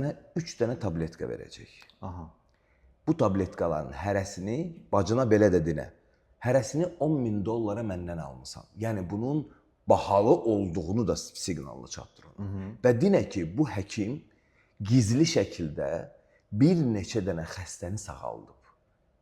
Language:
Azerbaijani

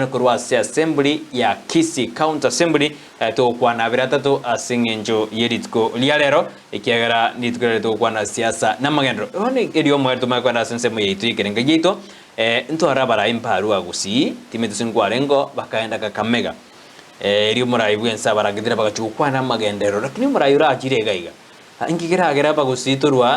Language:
Gusii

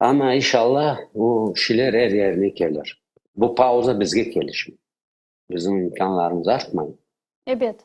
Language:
Crimean Tatar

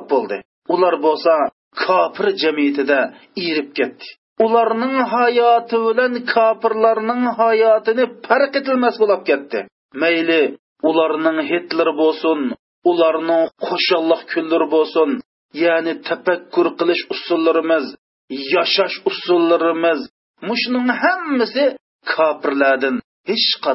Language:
Uyghur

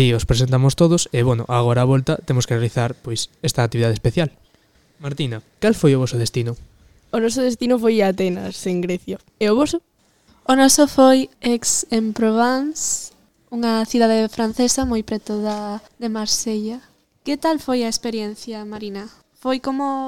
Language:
Galician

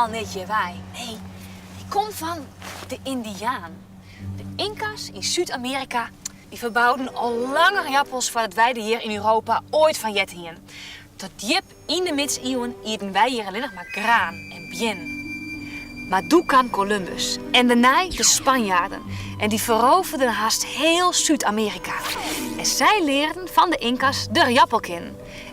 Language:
Western Frisian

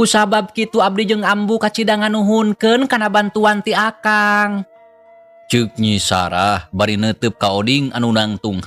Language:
Sundanese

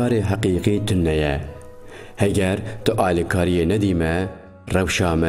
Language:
Kurdish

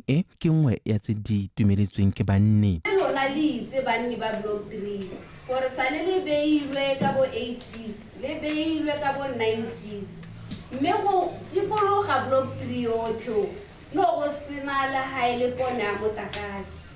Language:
Tswana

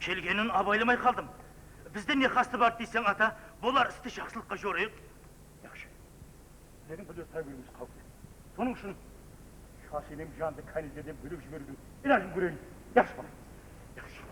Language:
Kara-Kalpak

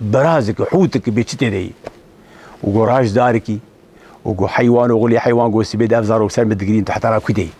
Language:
Kurdish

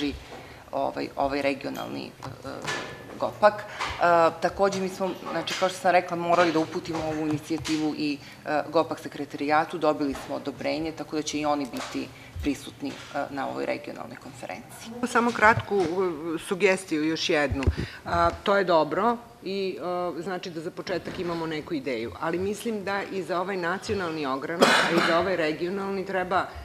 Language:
Serbian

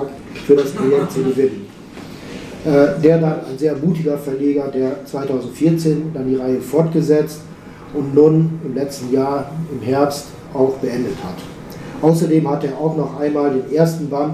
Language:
German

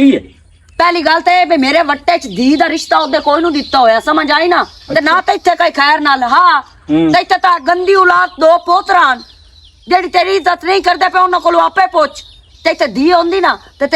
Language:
Western Panjabi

